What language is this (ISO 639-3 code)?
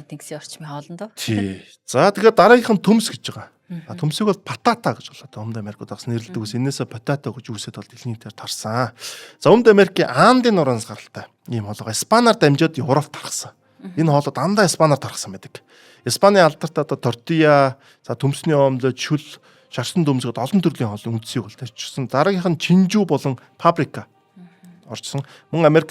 mon